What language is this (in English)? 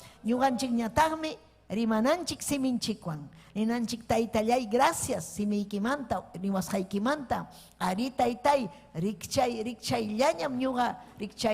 Ayacucho Quechua